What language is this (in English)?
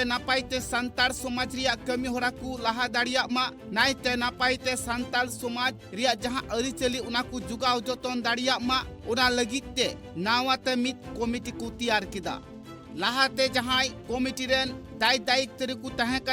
Santali